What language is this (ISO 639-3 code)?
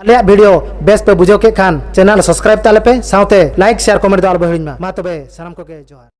sat